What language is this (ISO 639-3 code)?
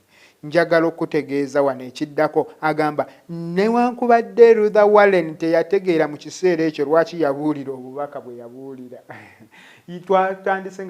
lug